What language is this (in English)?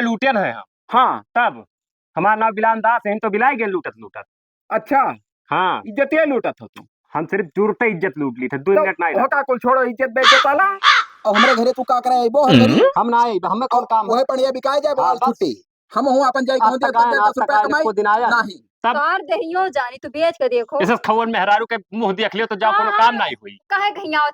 Awadhi